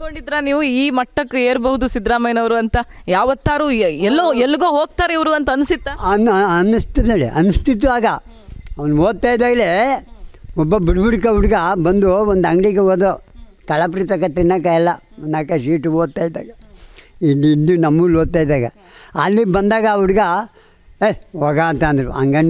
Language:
Kannada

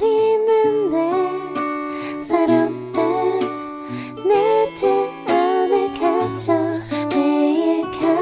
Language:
Korean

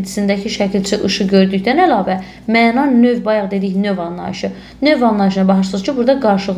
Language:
Azerbaijani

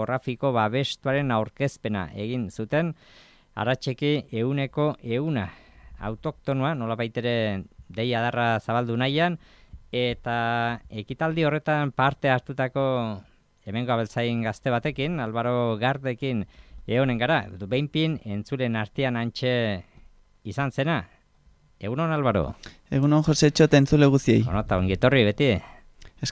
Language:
Basque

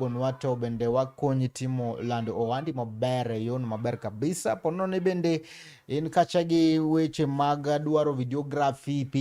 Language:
Luo (Kenya and Tanzania)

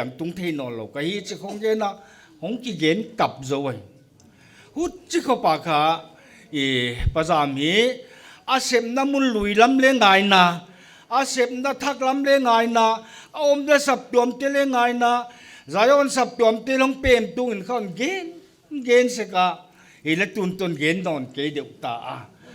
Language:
Paite Chin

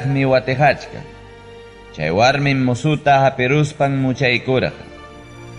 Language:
Ayacucho Quechua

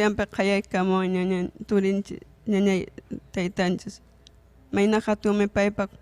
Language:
Ayacucho Quechua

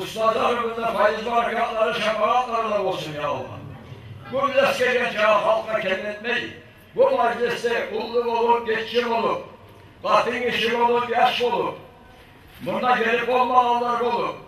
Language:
Kumyk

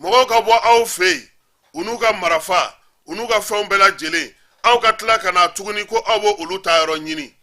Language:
Bambara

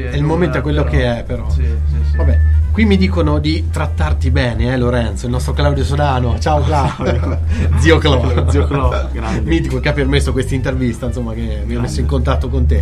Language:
Italian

